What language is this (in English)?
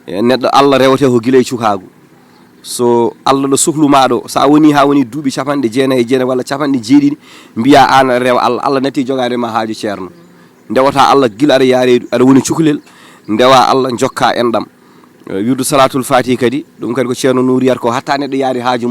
Fula